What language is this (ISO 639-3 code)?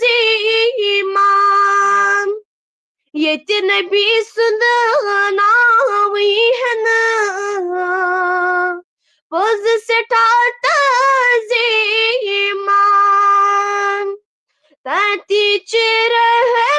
kas